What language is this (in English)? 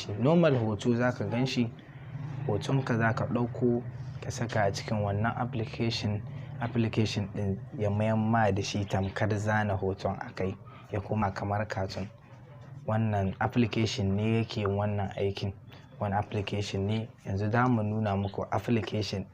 Hausa